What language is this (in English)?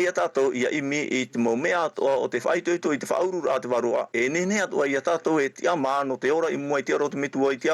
Tahitian